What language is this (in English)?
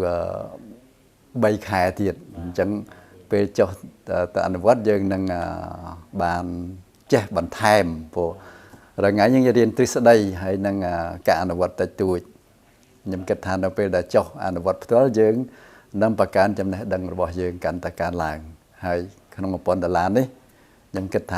Khmer